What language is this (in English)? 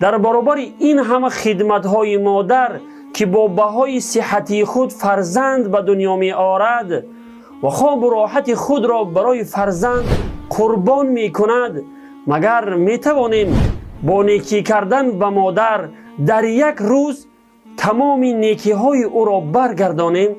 Tajik